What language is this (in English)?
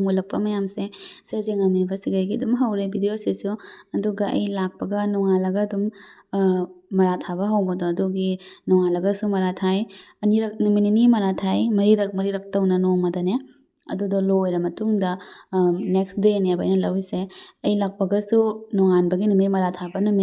Manipuri